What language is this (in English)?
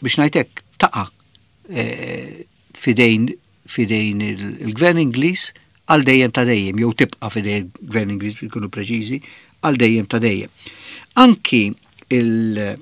Maltese